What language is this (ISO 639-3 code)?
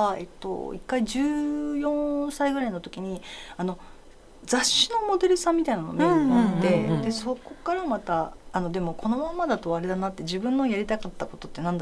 jpn